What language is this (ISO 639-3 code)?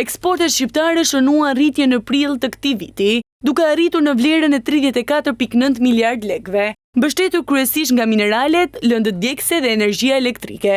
sqi